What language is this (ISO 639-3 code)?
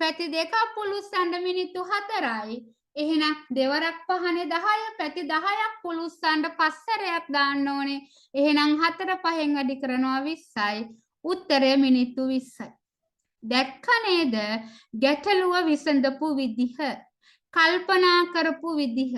sin